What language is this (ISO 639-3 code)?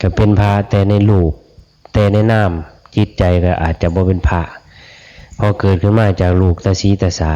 tts